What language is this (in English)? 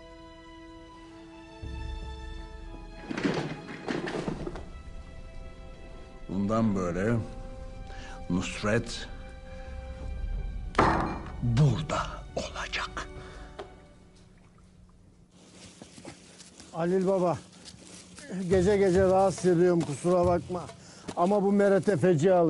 Turkish